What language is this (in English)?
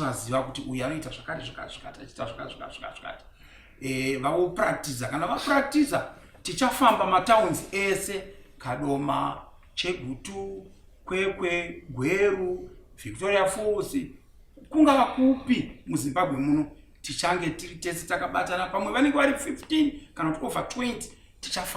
Shona